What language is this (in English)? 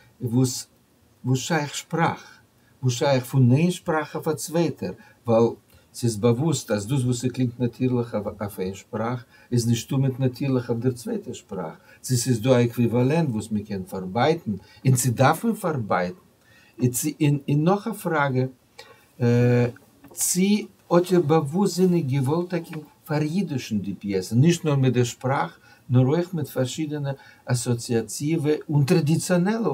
Yiddish